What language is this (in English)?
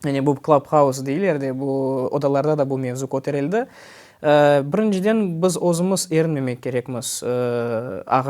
Crimean Tatar